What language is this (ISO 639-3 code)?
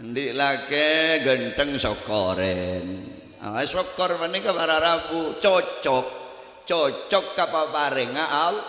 mad